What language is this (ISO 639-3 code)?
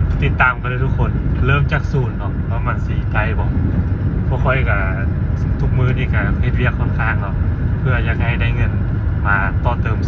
lao